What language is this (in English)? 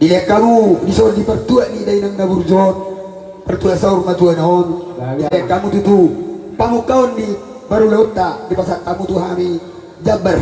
Batak Toba